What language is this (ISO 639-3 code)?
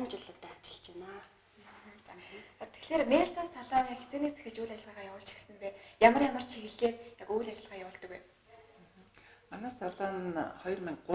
mon